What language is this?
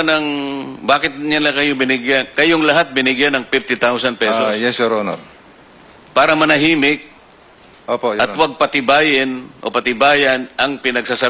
Filipino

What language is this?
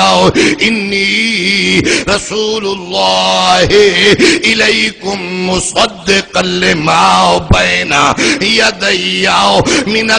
Saraiki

